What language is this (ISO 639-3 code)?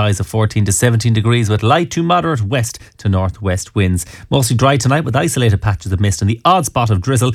eng